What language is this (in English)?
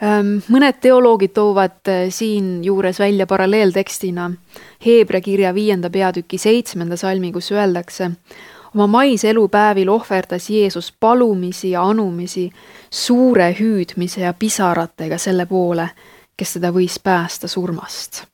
Estonian